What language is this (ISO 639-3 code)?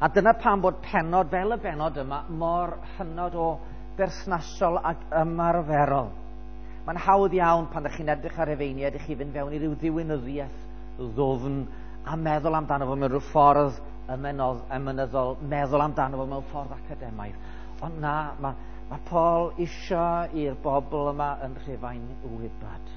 cym